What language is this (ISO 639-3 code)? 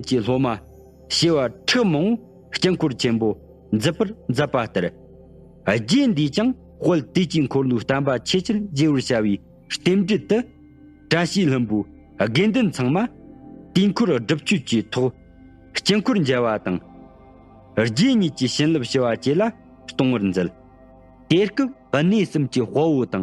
bod